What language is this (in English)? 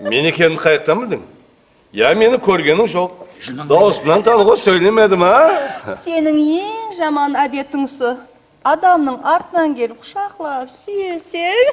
Kara-Kalpak